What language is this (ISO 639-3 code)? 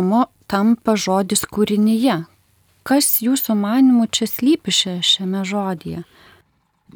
lit